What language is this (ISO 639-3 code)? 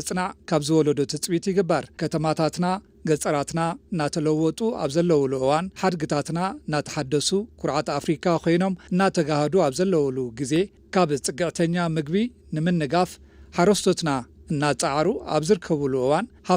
tir